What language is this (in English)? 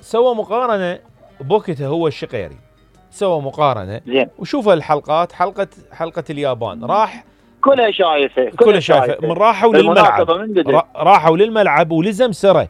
Mesopotamian Arabic